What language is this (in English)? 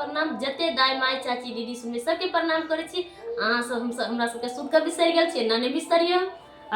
Maithili